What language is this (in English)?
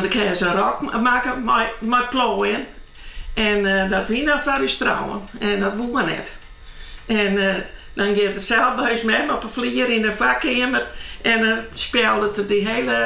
Western Frisian